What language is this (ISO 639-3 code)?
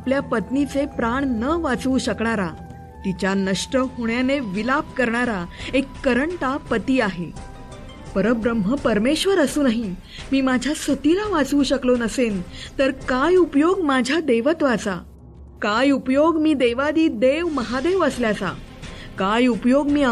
mar